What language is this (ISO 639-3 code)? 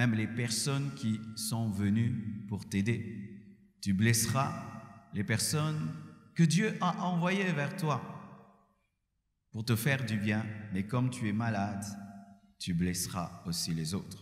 fra